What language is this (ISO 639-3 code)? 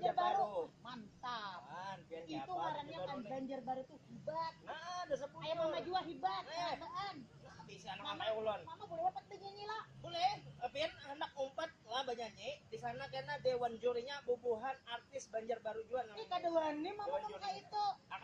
bjn